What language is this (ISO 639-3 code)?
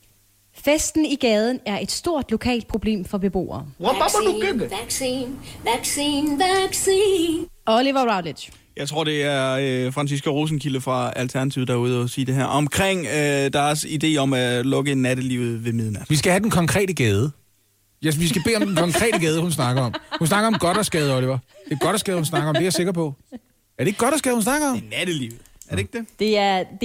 dan